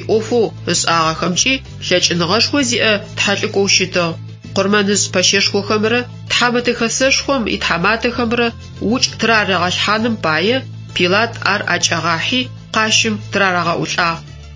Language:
Adyghe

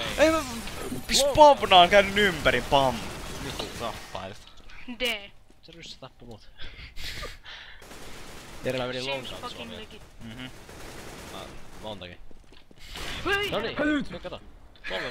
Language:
Finnish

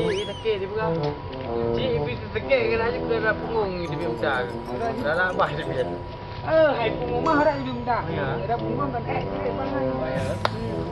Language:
Achinese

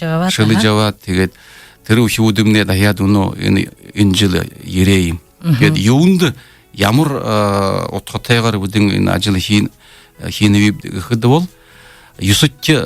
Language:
Buriat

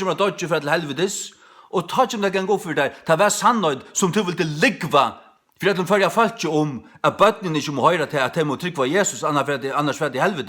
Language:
Faroese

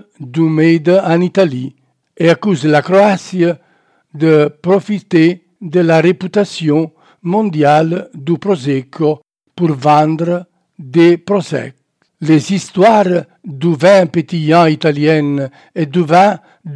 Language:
French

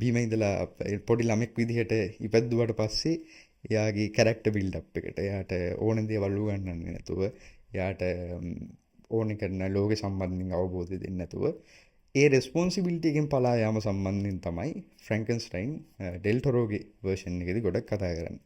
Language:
Sinhala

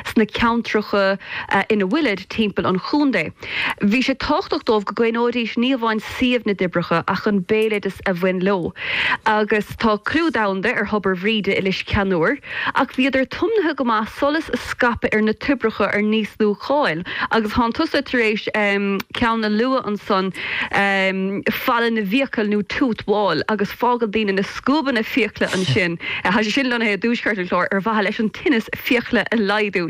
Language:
Irish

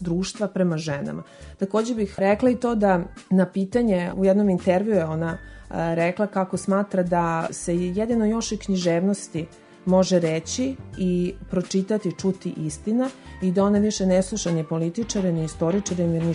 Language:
Serbian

